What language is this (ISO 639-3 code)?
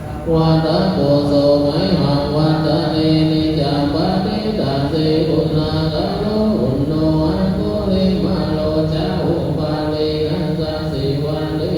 pli